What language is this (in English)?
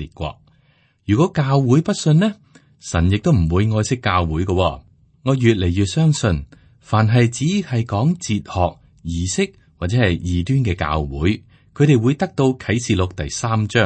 Cantonese